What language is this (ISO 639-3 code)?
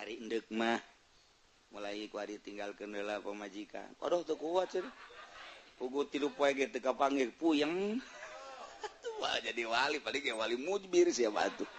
sun